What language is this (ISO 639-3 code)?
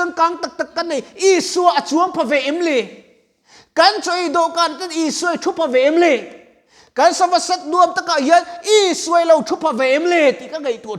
lus